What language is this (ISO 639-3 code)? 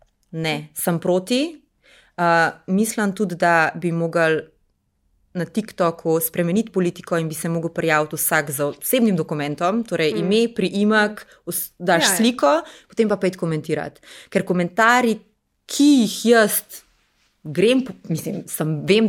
slv